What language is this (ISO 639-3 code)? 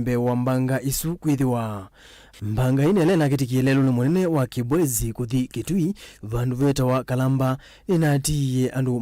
kam